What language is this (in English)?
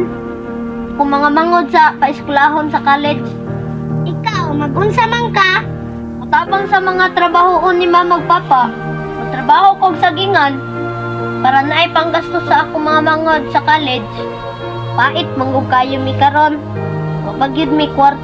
Cebuano